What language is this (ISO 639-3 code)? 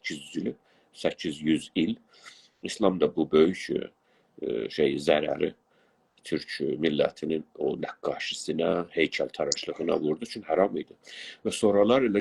azb